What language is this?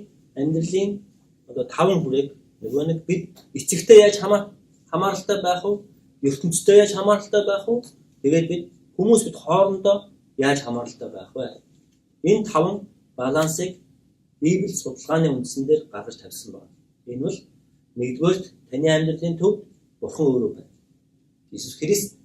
Mongolian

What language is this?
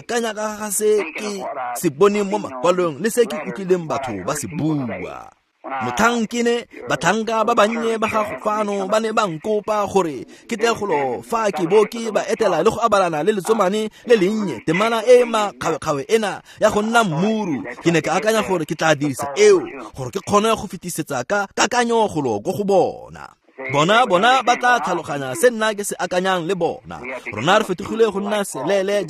Tswana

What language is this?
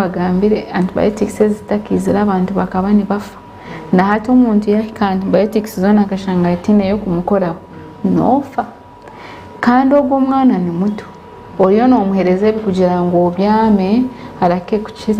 Nyankole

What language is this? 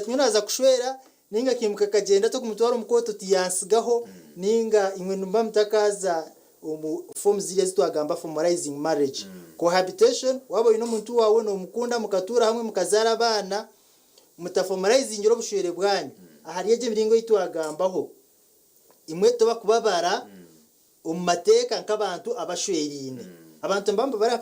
Nyankole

